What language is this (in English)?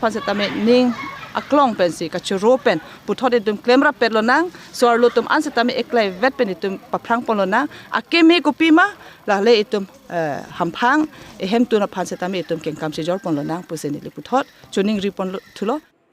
Karbi